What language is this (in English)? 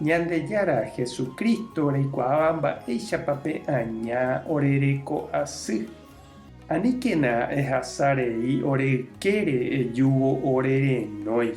Guarani